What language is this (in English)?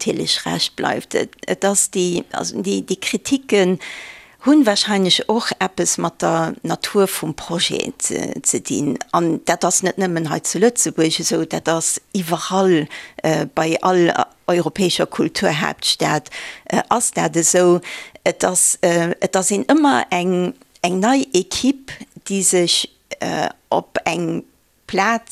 Luxembourgish